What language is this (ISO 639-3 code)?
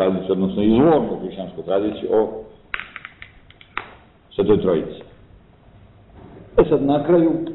srp